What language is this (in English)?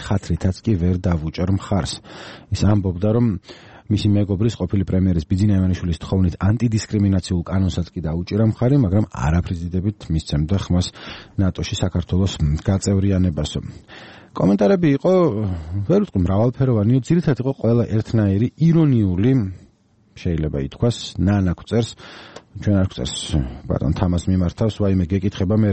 Georgian